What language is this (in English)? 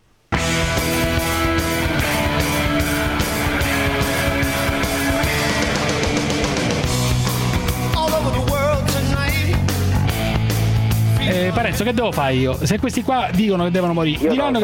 Italian